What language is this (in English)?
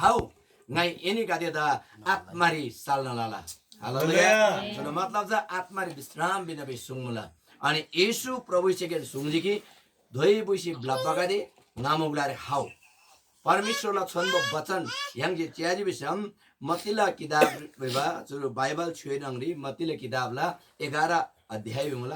Eastern Tamang